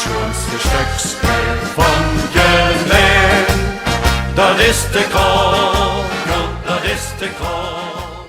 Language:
Limburgish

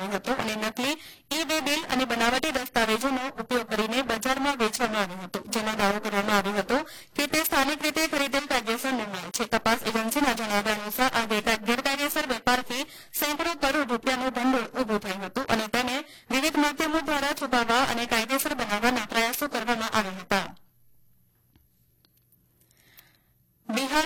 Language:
Gujarati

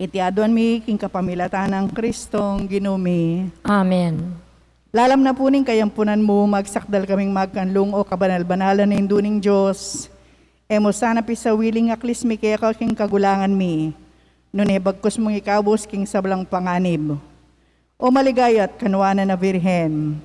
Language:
Pampanga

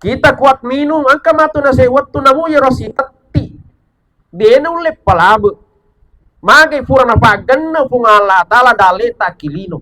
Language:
Buginese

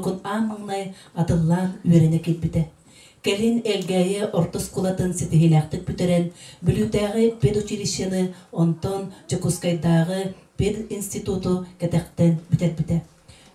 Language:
Yakut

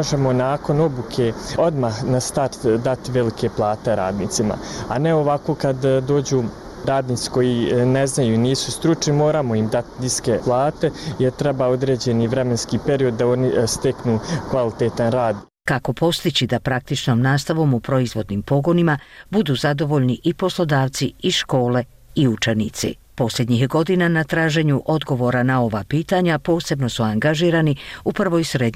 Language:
Bosnian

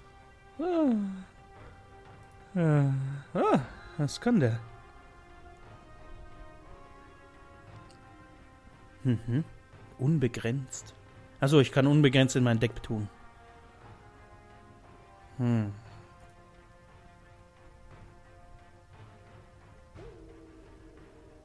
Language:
German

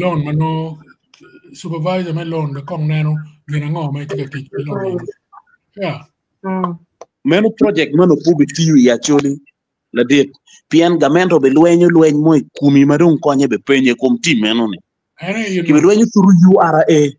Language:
Acoli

